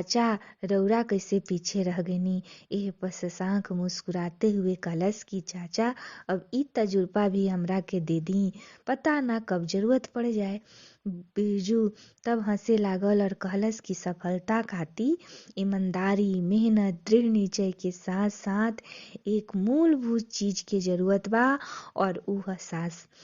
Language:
Bhojpuri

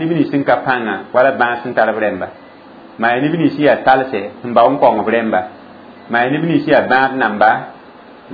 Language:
Mossi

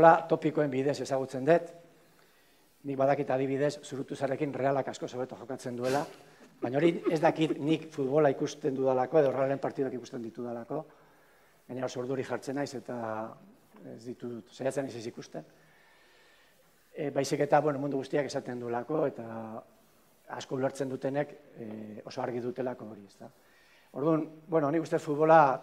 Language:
Basque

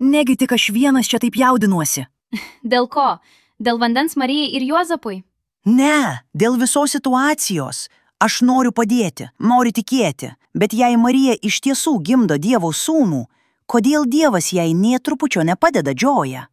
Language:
Lithuanian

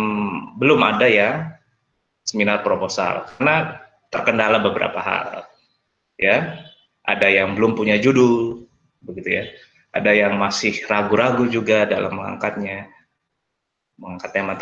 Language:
Indonesian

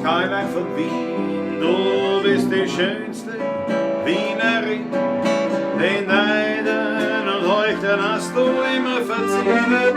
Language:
Bavarian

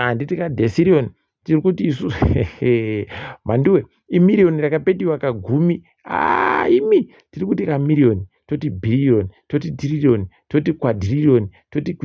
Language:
Ndau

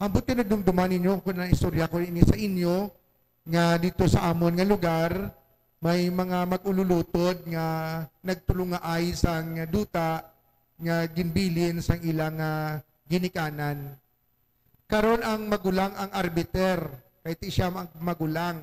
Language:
Hiligaynon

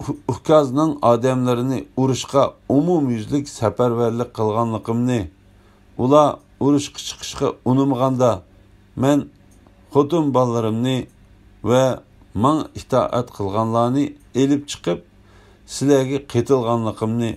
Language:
Uyghur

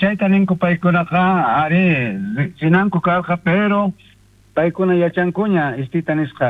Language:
South Bolivian Quechua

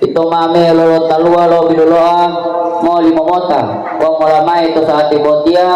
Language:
Gorontalo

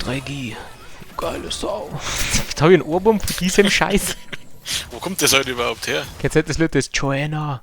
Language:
Bavarian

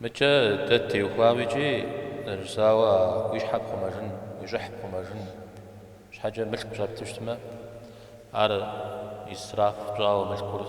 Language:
Kabardian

